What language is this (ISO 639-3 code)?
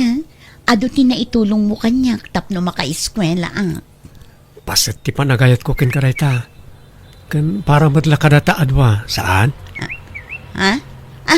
ilo